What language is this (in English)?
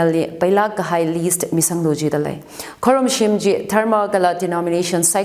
Tangkhul Naga (India)